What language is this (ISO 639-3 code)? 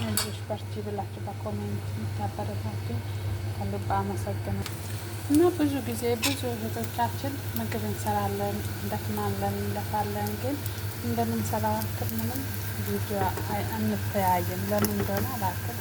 amh